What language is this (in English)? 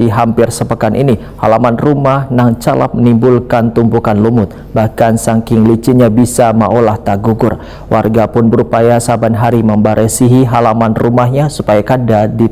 Banjar